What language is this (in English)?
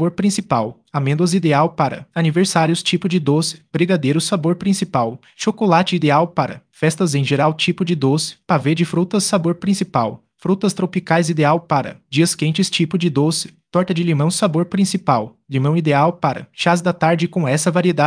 Portuguese